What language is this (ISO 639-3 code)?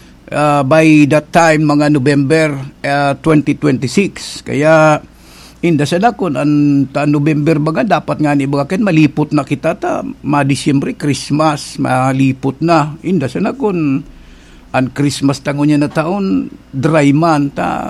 bik